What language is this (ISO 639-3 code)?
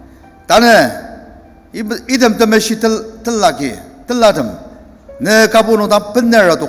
njo